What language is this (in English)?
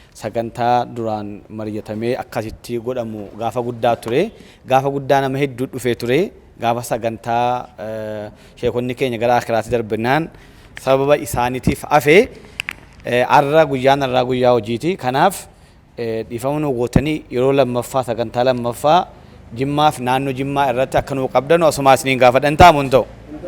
Oromo